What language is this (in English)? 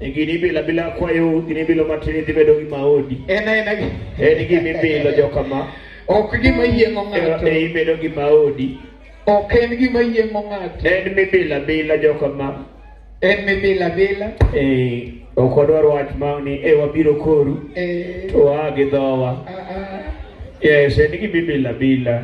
Luo (Kenya and Tanzania)